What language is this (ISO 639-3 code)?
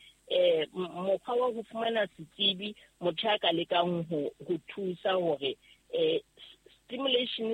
sot